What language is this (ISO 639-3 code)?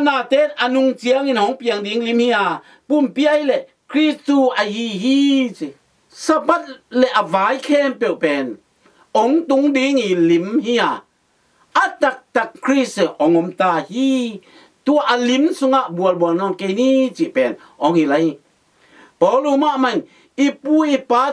ctd